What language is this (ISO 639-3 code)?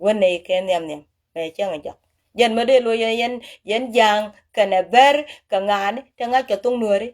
nus